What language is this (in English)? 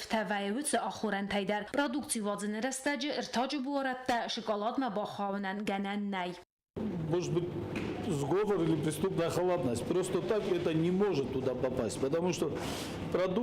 Ossetic